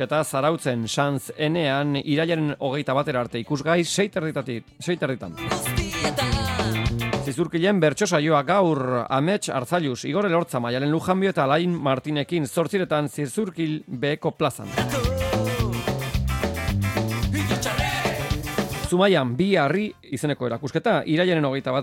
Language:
Basque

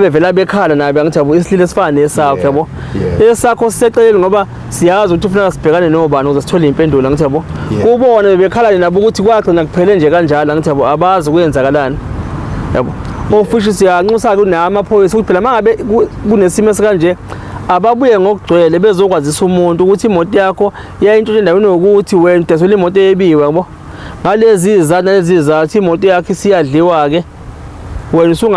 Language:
Zulu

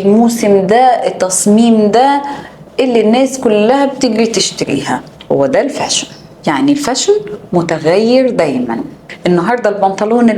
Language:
Egyptian Arabic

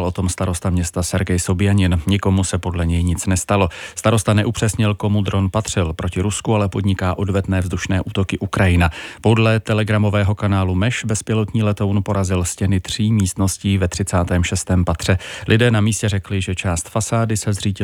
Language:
Czech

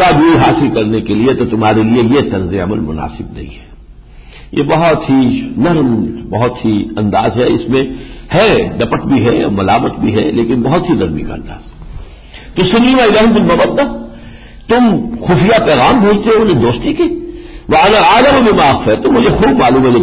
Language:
Urdu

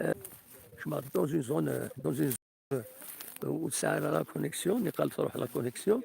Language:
Kabyle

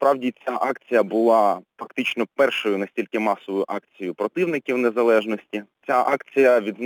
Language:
Ukrainian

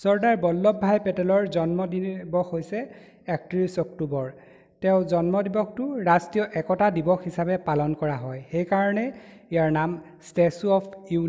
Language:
Assamese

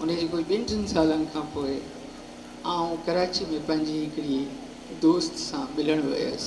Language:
Sindhi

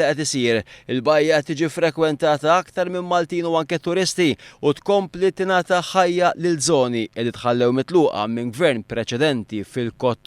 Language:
Maltese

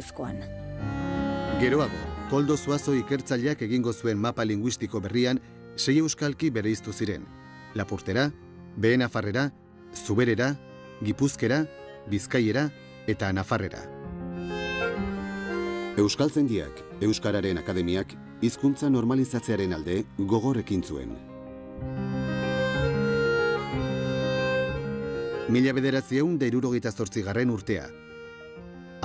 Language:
Basque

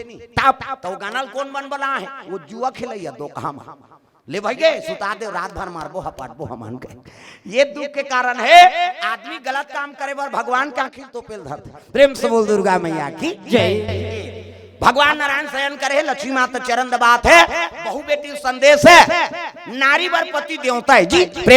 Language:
Chhattisgarhi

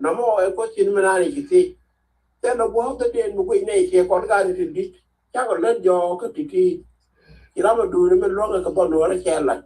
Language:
Nuer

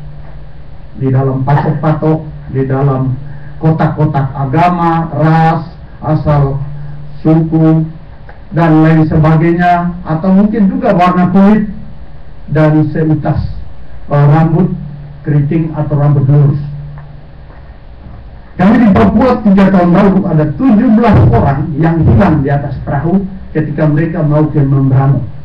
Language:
Indonesian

